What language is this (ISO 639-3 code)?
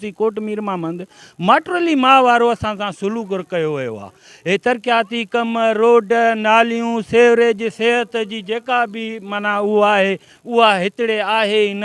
snd